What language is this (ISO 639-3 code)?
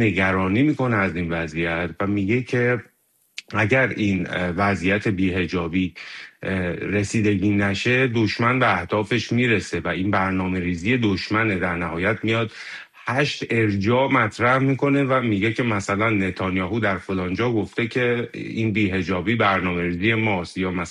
fas